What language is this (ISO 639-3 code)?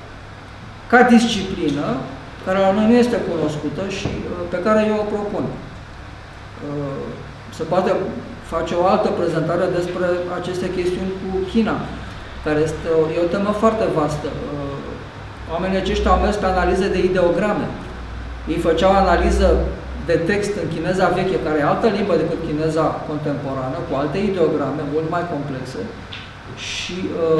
ron